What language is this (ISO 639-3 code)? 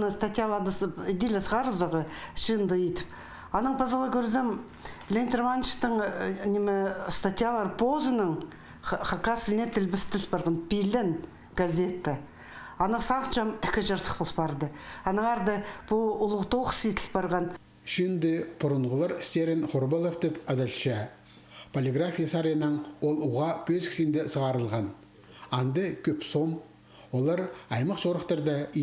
kjh